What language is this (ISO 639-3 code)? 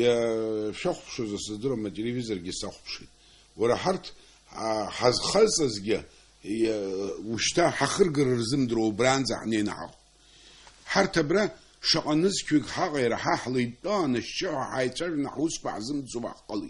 abk